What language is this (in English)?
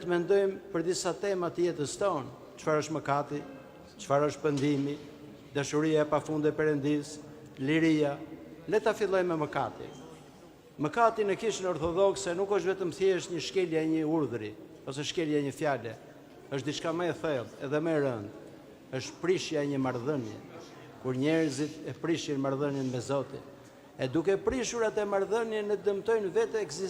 Albanian